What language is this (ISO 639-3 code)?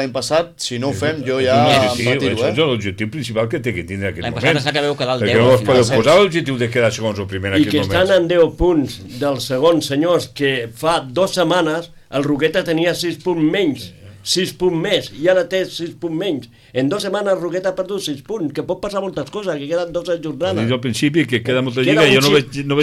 cat